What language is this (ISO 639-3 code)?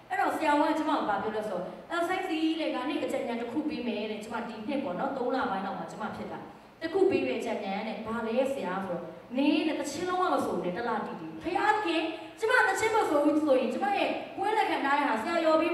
mya